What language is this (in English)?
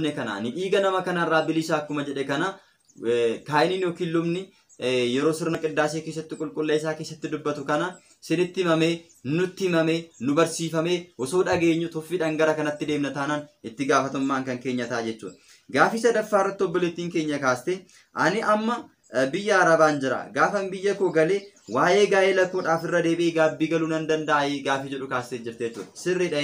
Oromo